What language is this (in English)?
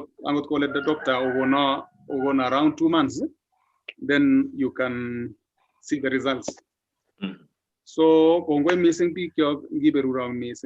Kalenjin